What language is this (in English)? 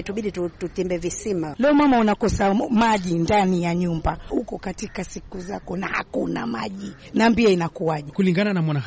Swahili